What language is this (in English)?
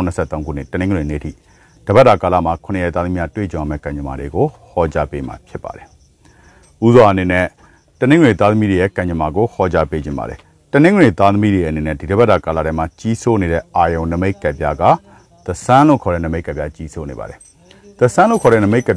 Burmese